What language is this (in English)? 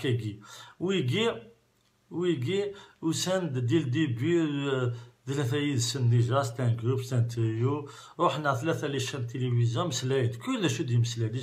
Kabyle